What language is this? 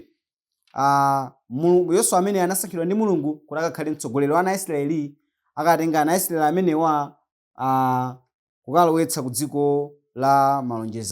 Nyanja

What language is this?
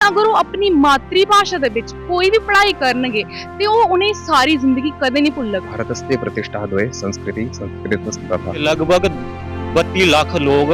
Dogri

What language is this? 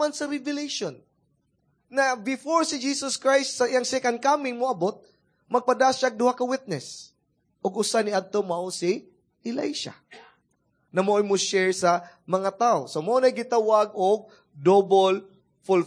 Cebuano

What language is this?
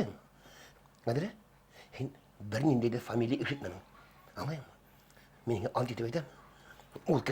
Bashkir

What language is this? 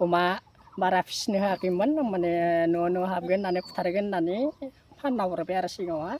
Bodo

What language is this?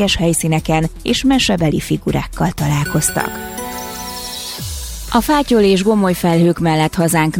Hungarian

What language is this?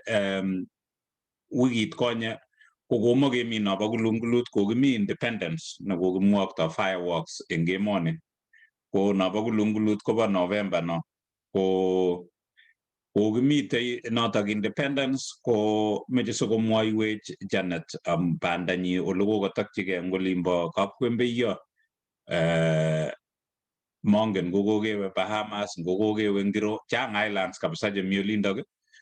Kalenjin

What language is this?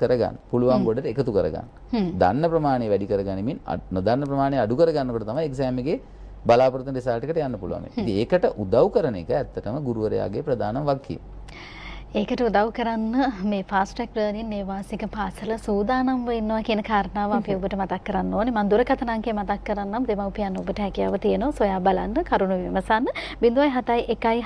Sinhala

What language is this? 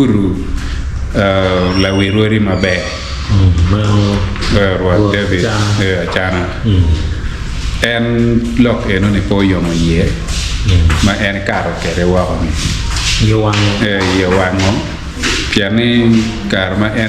Acoli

